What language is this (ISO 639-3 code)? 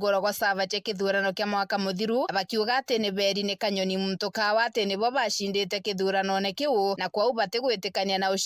mer